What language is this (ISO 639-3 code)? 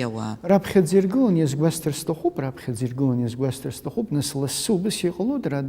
abk